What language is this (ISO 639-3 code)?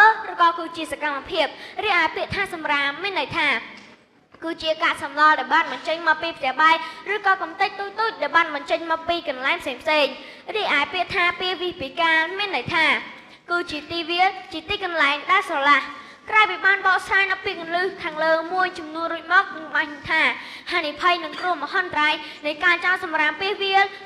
khm